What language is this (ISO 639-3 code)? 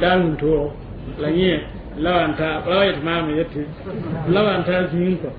mos